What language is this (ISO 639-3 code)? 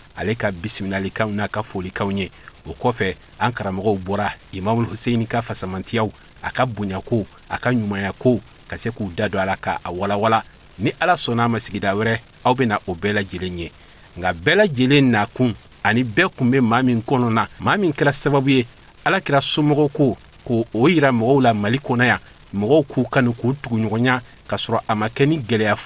bam